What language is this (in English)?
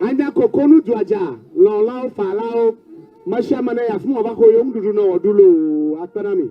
Ewe